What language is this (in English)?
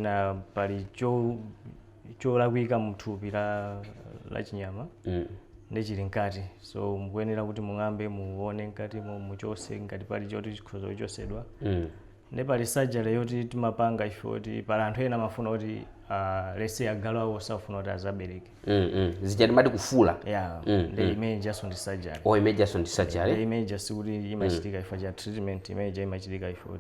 Nyanja